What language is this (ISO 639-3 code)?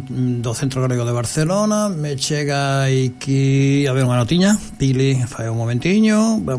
glg